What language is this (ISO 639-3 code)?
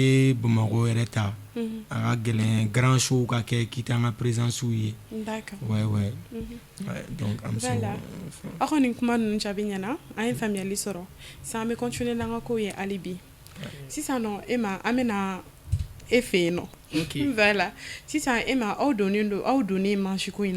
bam